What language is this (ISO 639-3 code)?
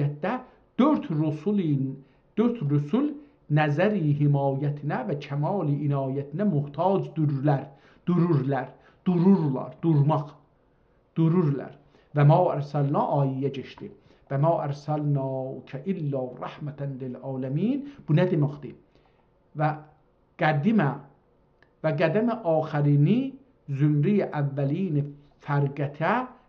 azb